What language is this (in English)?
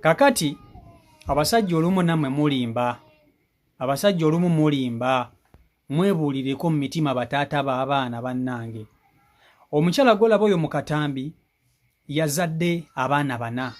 Ganda